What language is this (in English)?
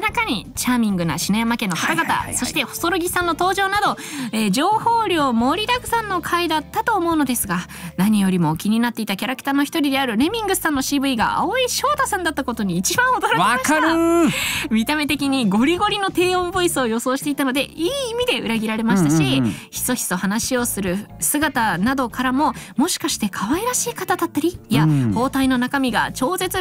Japanese